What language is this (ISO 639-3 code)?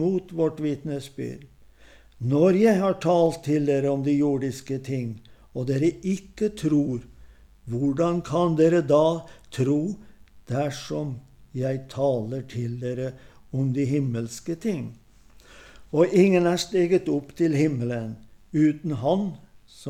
nor